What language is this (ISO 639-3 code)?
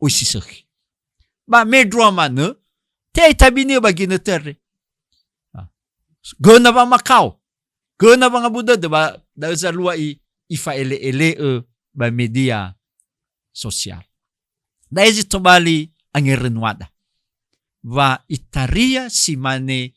nia